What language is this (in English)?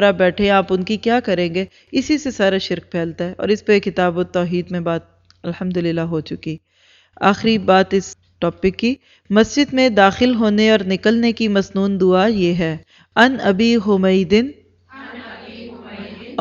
Urdu